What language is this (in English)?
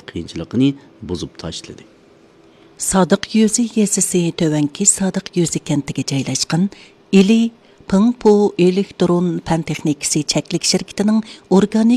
Uyghur